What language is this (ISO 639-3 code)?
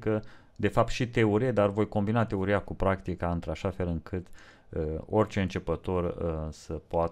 ron